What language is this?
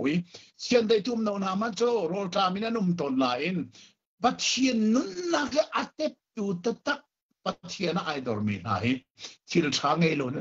Hakha Chin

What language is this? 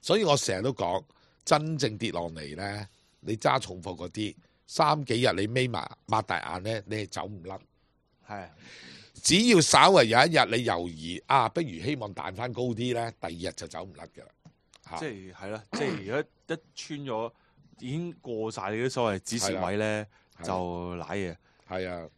Cantonese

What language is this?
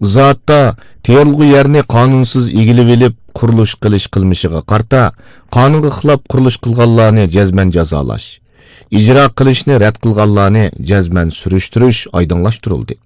Uyghur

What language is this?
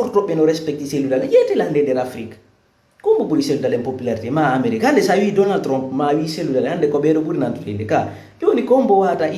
Fula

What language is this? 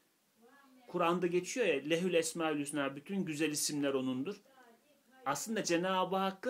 Turkish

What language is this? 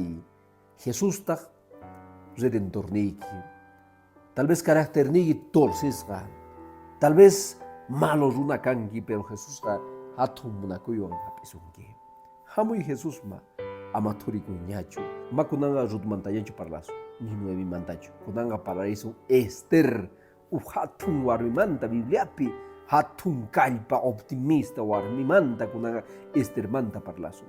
Quechua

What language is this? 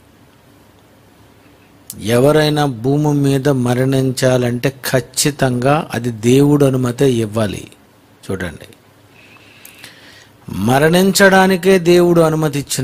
Telugu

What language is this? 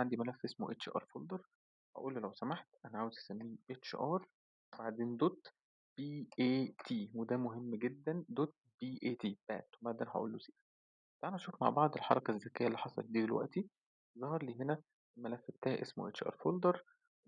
Egyptian Arabic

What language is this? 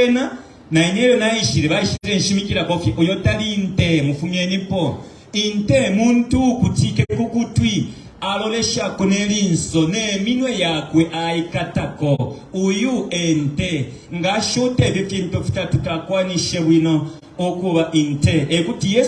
Bemba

